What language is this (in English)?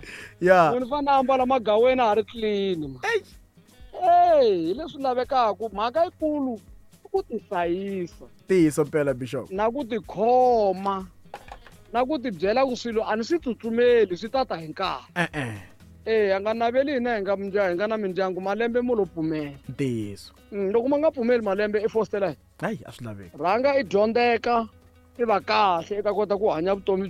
Tsonga